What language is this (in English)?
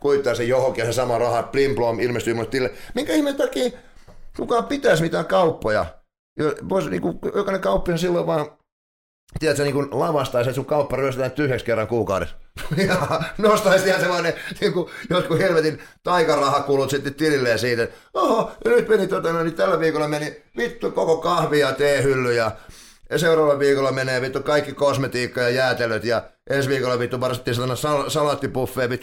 Finnish